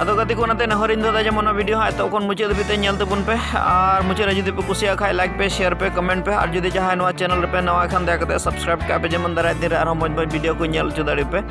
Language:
Santali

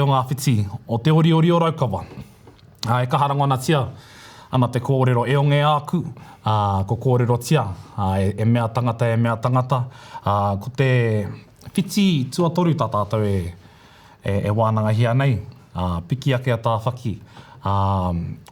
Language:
Māori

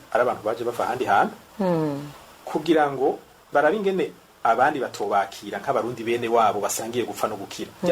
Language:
Rundi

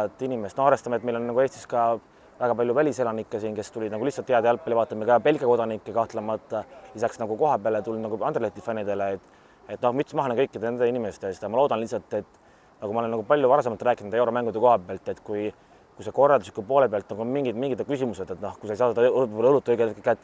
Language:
Estonian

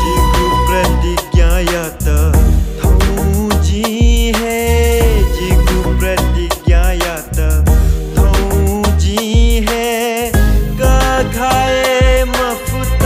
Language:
Newari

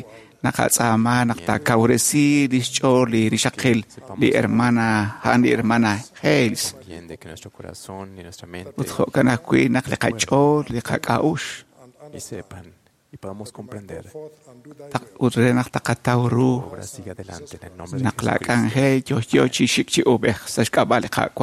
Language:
Kekchí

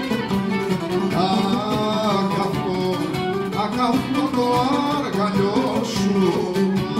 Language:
Greek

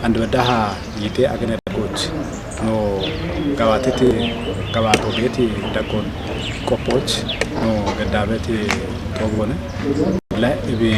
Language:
Kafa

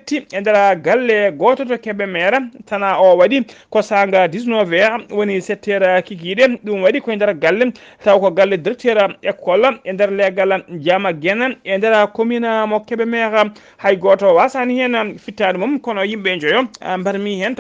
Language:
Fula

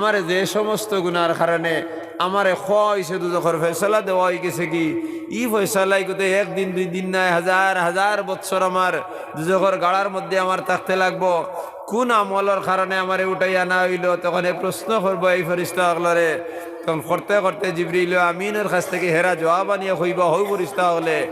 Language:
Sylheti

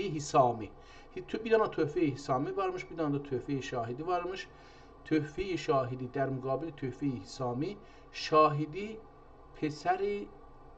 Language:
South Azerbaijani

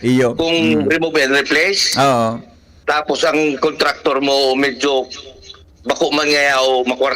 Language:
Bikol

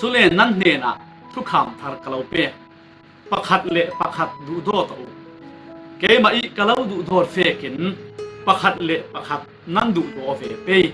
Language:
Falam Chin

